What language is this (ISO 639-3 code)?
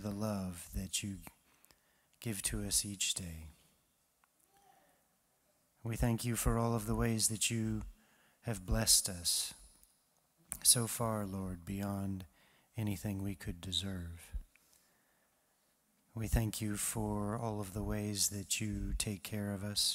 eng